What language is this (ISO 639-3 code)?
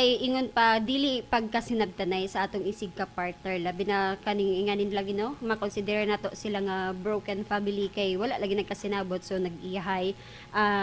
ceb